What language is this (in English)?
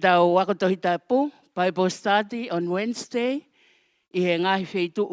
Tongan